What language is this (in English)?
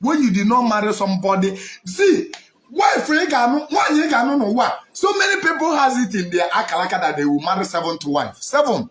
Igbo